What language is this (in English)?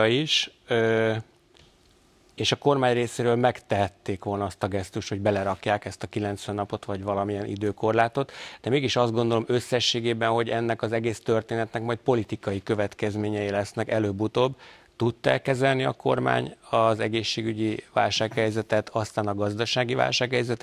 Hungarian